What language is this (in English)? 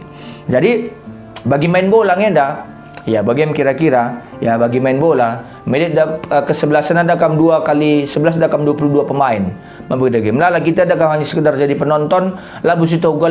Batak Karo